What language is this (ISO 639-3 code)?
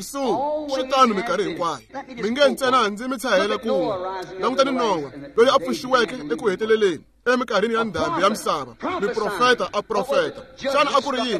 tso